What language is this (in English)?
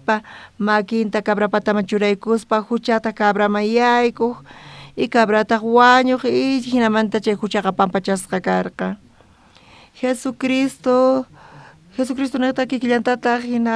South Bolivian Quechua